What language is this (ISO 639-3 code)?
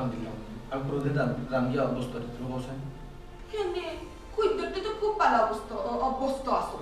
syl